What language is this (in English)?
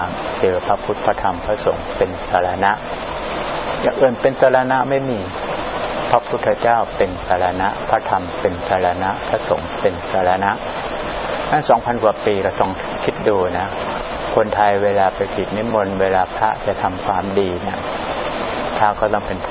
Thai